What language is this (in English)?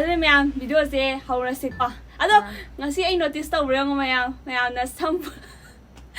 Manipuri